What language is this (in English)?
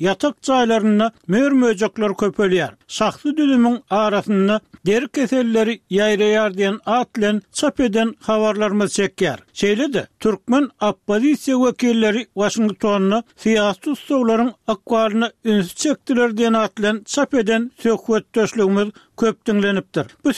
Turkmen